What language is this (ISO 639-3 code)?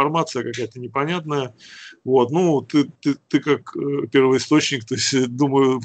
rus